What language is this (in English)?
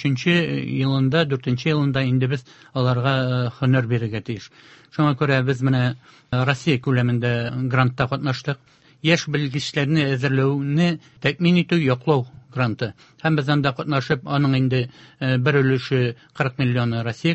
Tatar